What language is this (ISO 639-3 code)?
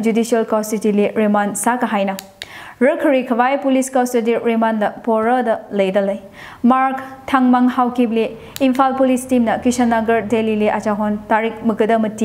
nmf